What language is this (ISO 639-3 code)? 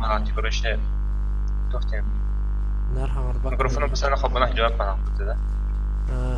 sah